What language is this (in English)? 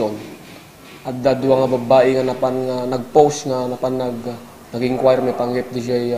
Iloko